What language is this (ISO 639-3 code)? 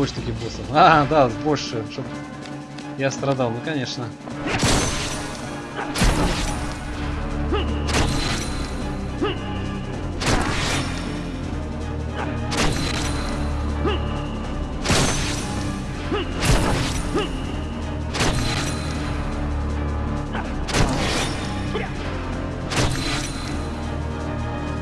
rus